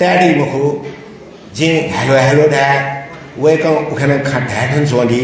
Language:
Newari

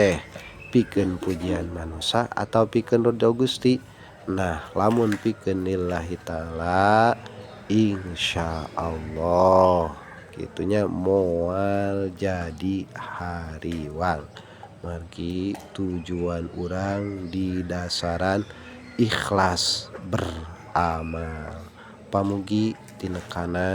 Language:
Sundanese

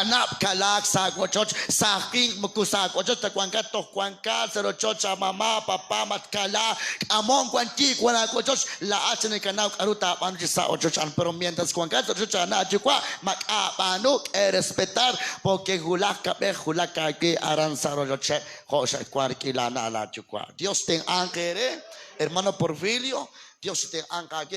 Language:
Kekchí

